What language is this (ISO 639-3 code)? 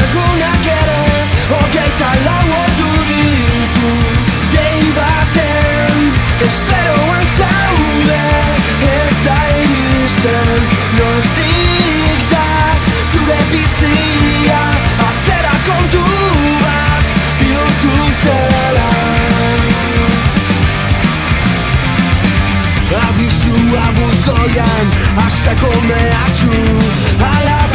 eus